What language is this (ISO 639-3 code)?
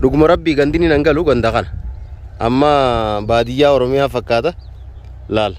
orm